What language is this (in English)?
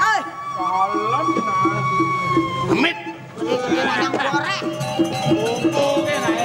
Balinese